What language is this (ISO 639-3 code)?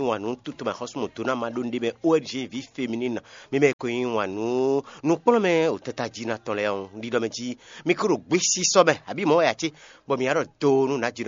fon